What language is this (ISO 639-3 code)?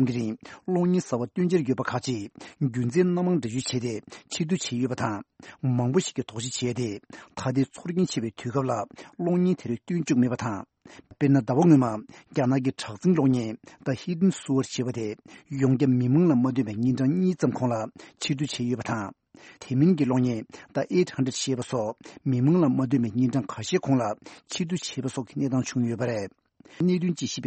bod